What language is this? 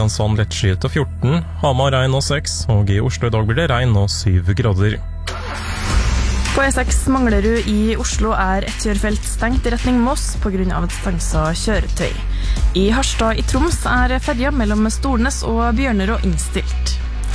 Norwegian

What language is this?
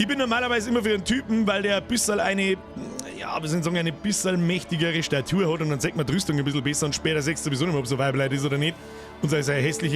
Bavarian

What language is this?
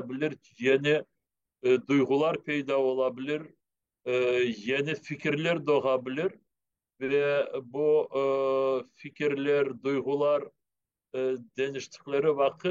Crimean Tatar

